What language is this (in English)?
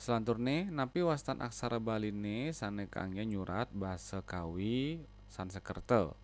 Balinese